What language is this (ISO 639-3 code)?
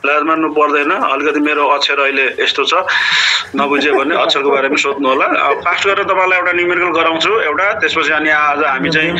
nep